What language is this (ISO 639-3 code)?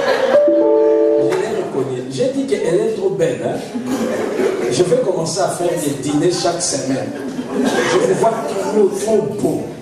fra